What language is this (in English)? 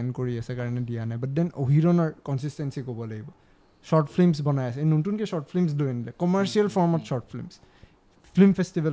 Assamese